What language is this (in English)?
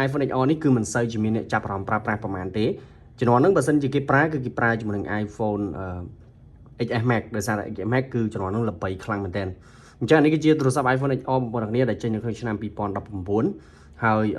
Khmer